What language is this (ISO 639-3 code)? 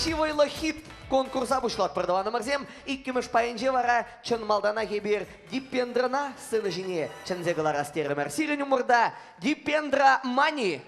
chv